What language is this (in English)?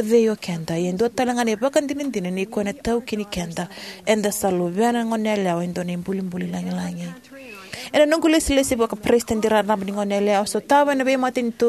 Fijian